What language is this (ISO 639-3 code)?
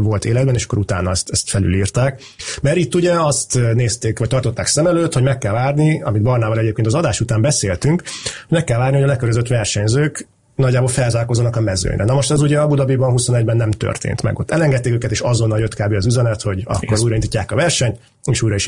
hun